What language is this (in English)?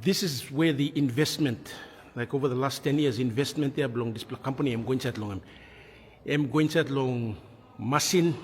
Tok Pisin